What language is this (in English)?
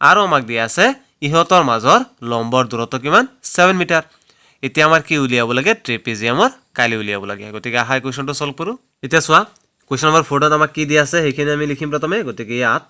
Assamese